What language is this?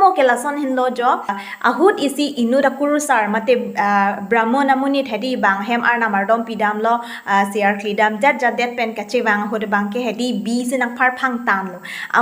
Karbi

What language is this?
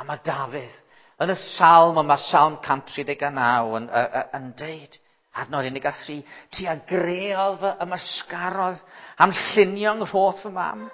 Welsh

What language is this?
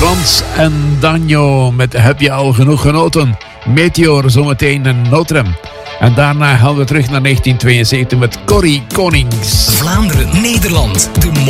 Dutch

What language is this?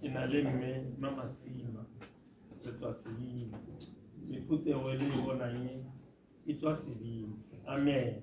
Tswana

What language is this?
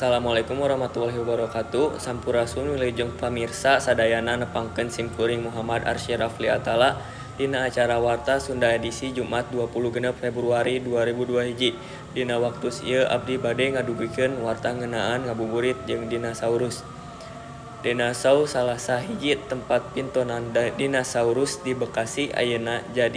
Sundanese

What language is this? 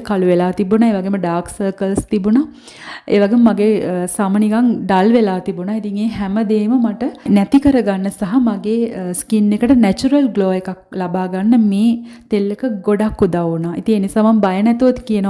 Sinhala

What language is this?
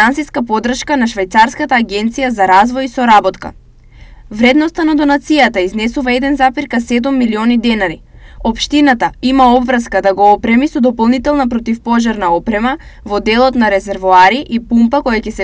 Macedonian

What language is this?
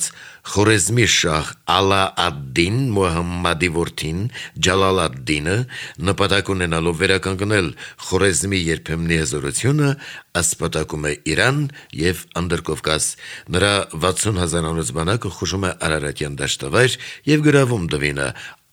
Armenian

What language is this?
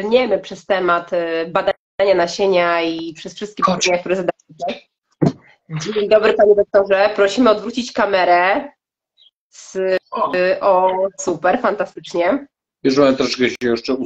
Polish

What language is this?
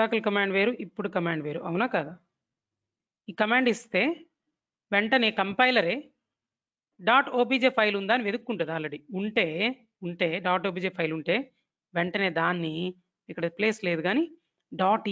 Telugu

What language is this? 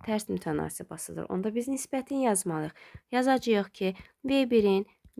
Azerbaijani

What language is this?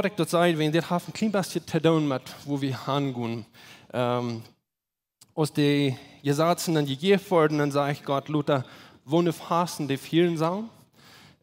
Plautdietsch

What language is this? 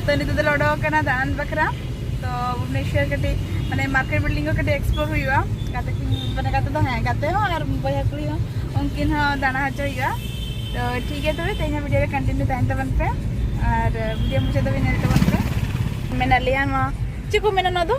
Santali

